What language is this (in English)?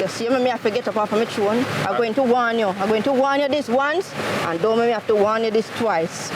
Jamaican Creole English